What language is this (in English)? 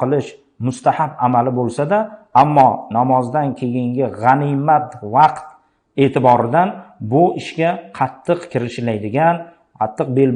Uzbek